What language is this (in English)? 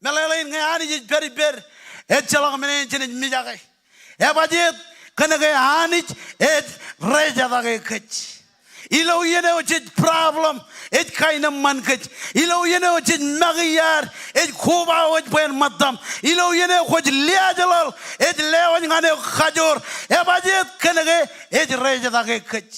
Marshallese